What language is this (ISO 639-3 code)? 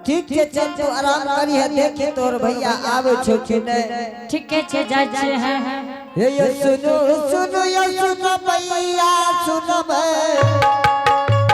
anp